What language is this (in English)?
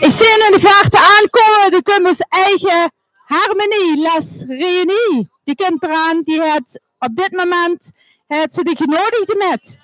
Limburgish